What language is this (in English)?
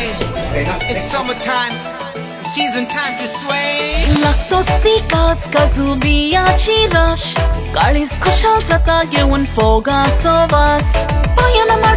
Konkani